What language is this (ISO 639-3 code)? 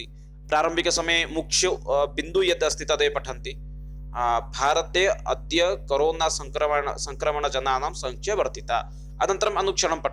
san